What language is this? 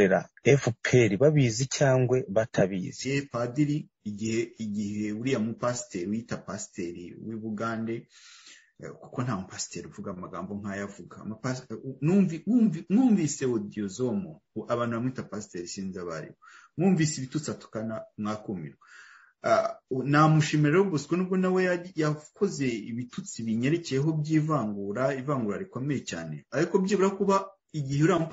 Kinyarwanda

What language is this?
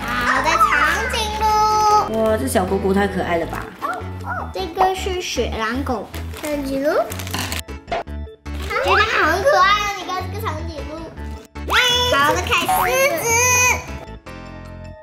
Chinese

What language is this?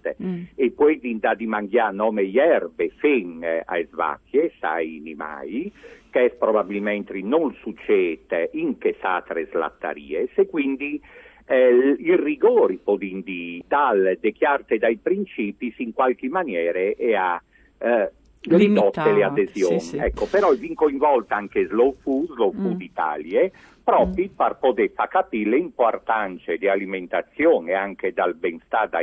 Friulian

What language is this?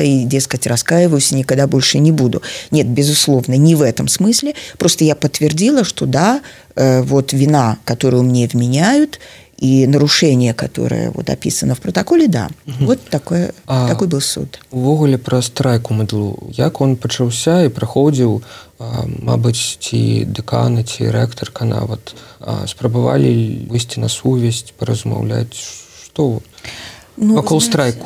Belarusian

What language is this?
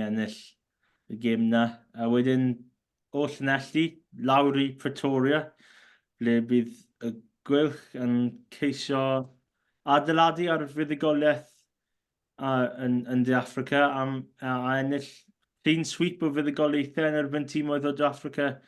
Welsh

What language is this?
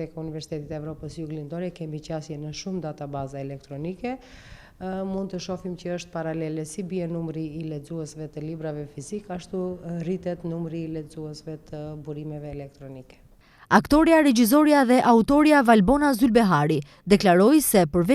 Albanian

